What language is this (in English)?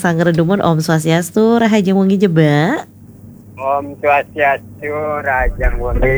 Balinese